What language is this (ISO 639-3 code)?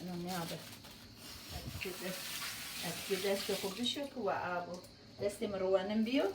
zza